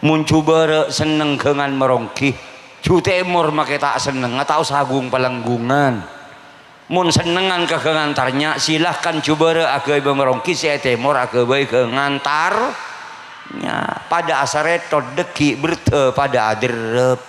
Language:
Madurese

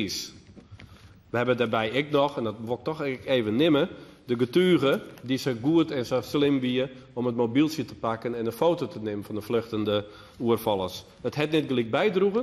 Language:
Western Frisian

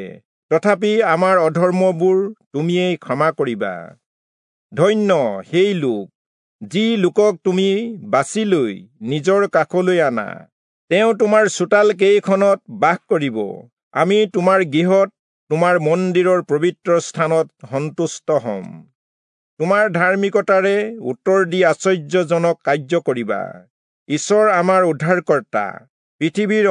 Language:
Assamese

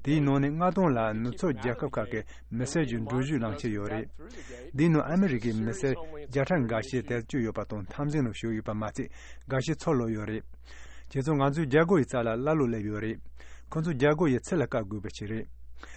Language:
Tibetan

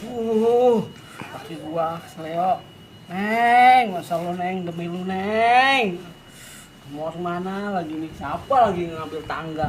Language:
Betawi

